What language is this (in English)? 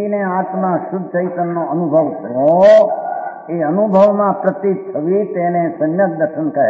Gujarati